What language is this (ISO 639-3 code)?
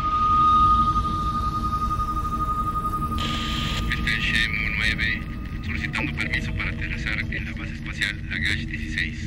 spa